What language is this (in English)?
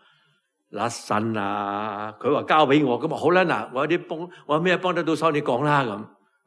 Cantonese